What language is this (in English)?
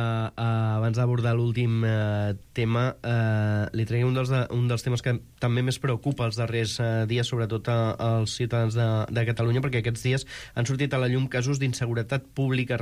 Catalan